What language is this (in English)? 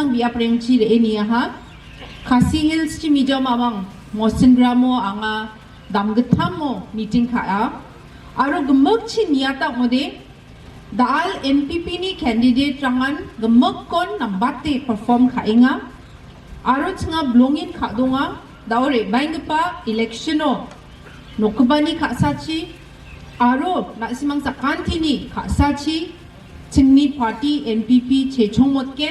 Garo